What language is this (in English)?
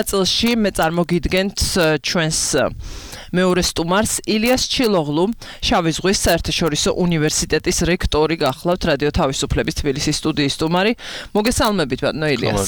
Georgian